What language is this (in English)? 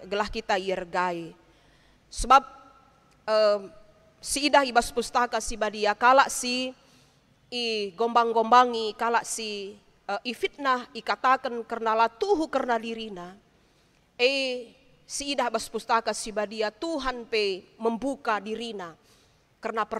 Batak Karo